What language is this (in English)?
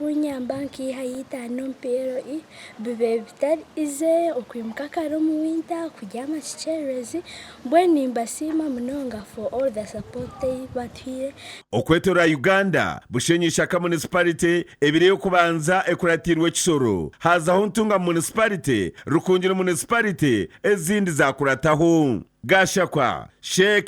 Nyankole